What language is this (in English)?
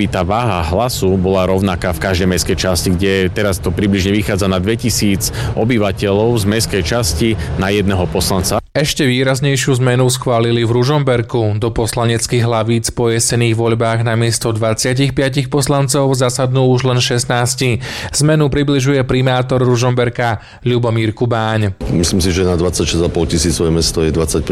Slovak